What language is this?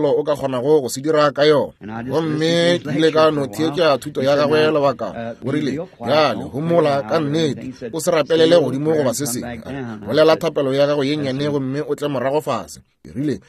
Northern Sotho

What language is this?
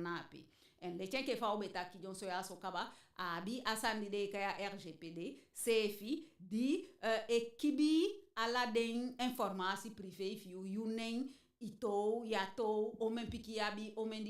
Eastern Maroon Creole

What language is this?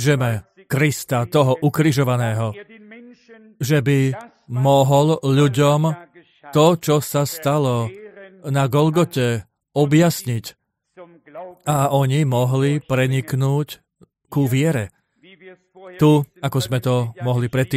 Slovak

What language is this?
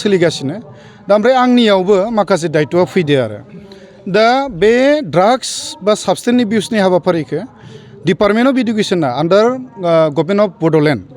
Bodo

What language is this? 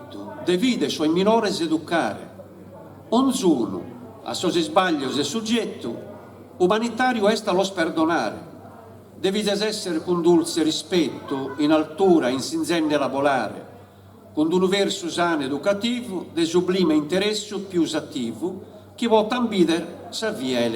Sardinian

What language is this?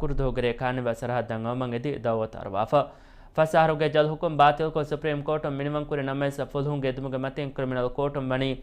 Divehi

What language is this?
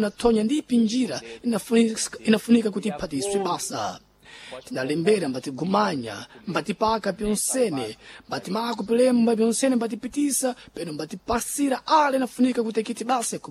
Sena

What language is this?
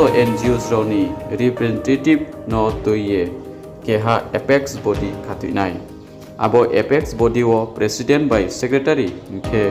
Riang (India)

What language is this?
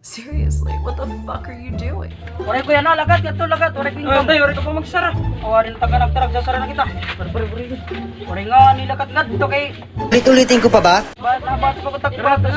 Waray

